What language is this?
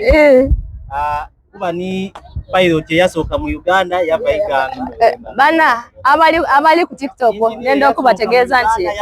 Soga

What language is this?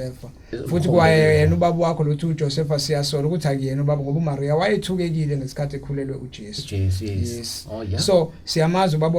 Zulu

